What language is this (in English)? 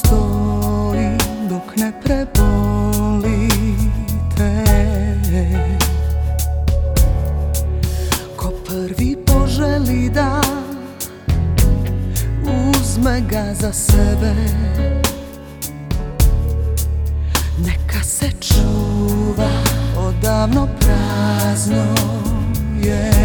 Serbian